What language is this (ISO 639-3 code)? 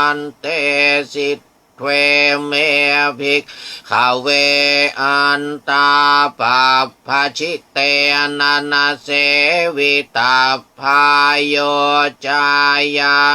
pli